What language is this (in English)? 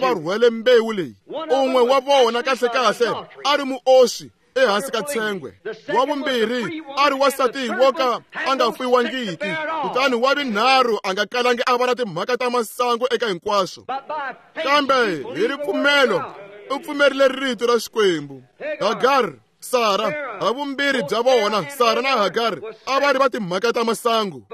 Tsonga